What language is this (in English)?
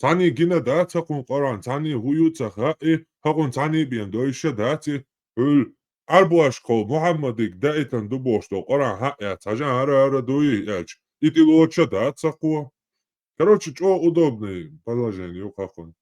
Chechen